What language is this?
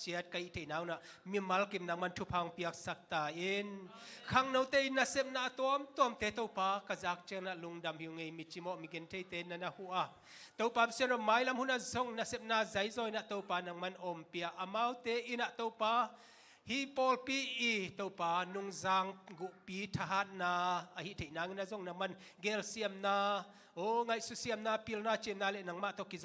Tedim Chin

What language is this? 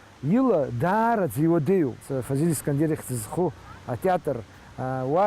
Abkhazian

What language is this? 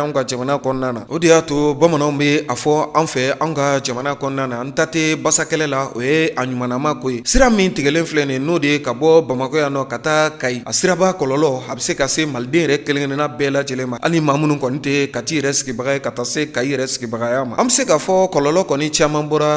Bambara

